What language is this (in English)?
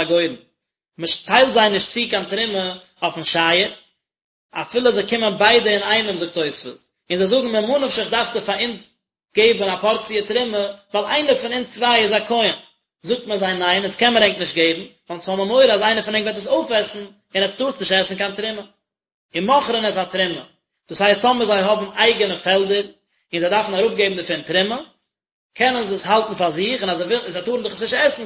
Yiddish